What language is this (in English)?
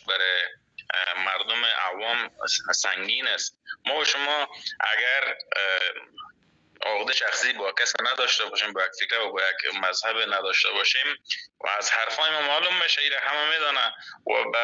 Persian